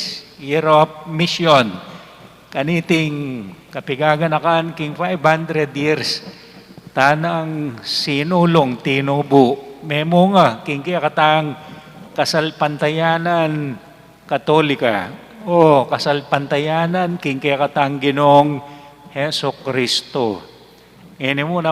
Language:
Pampanga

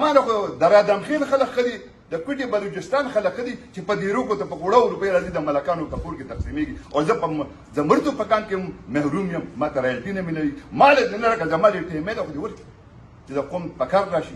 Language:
Pashto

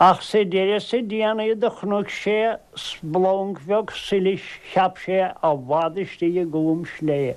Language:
Irish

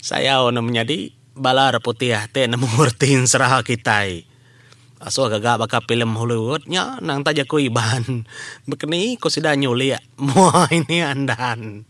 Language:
Iban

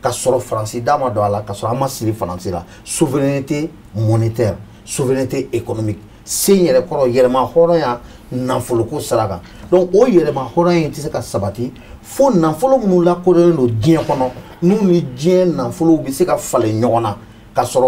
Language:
Bambara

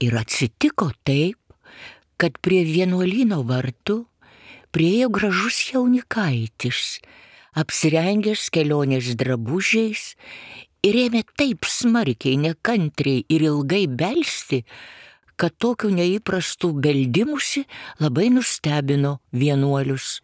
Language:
Lithuanian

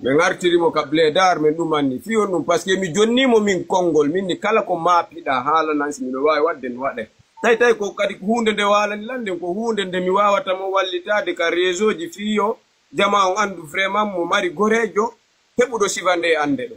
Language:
Fula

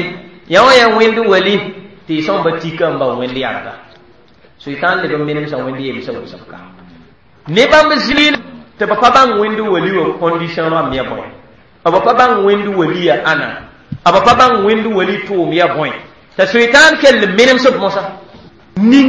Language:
Mossi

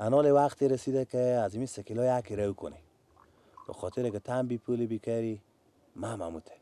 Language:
Persian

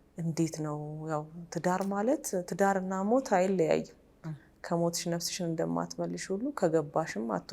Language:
Amharic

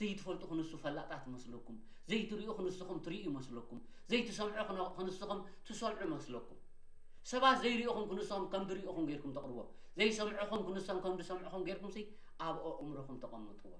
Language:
Tigrinya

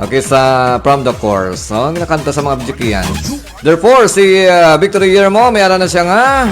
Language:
Hiligaynon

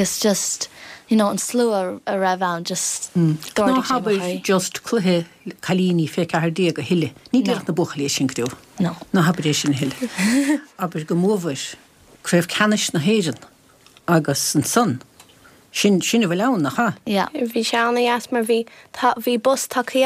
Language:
Irish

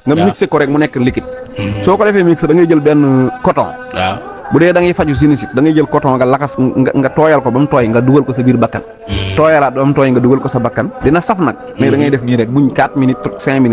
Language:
Wolof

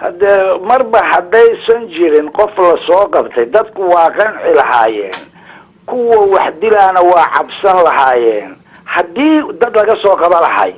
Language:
Somali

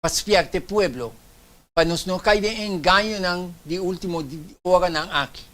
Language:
Papiamento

